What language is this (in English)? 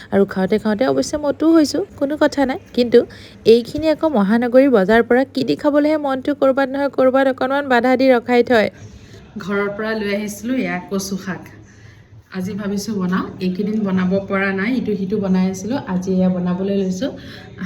Assamese